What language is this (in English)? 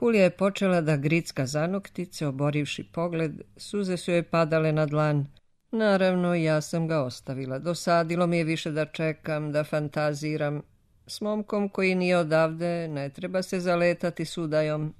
Serbian